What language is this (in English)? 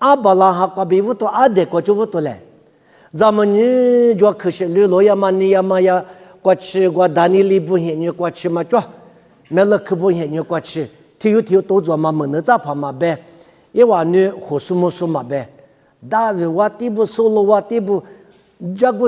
Lisu